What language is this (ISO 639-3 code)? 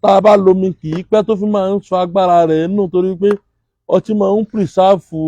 yor